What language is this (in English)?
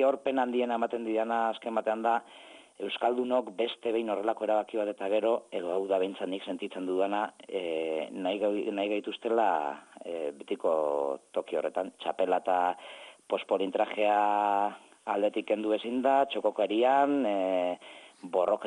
Basque